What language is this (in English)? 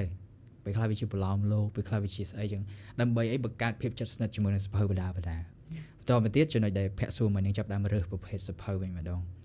Khmer